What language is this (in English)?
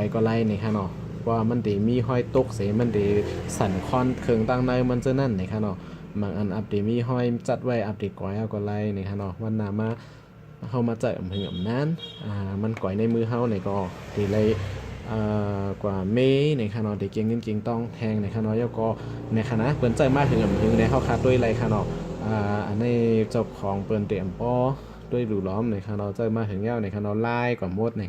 Shan